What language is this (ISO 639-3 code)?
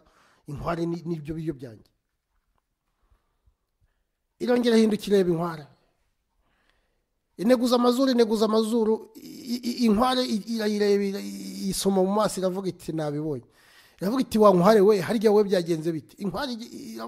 kin